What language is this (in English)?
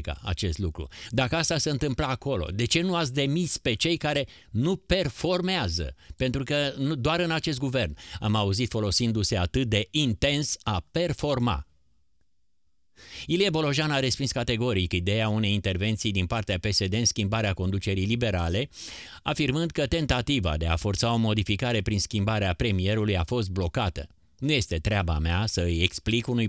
Romanian